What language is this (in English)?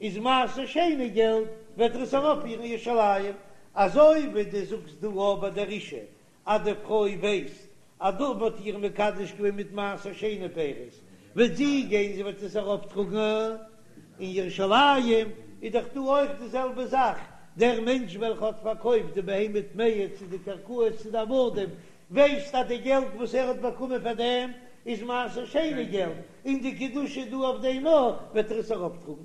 Yiddish